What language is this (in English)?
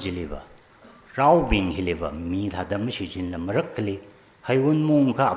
Tangkhul Naga (India)